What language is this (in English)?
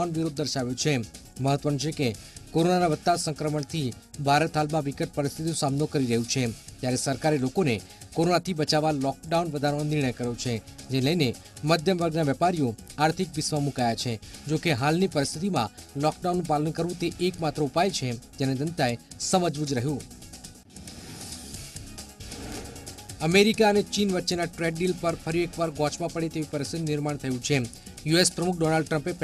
Gujarati